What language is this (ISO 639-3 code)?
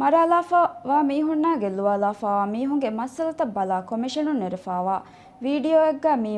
div